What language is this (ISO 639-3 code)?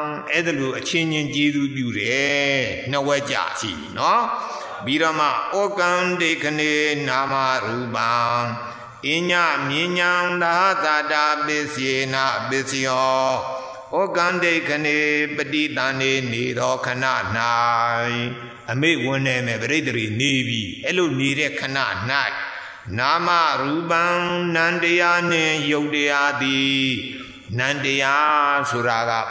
mya